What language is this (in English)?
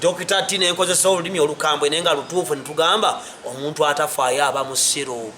Ganda